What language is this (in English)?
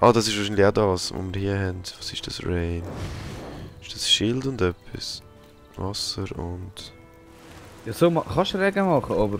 Swiss German